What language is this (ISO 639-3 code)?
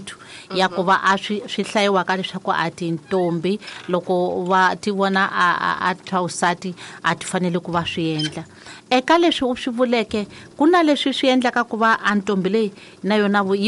tso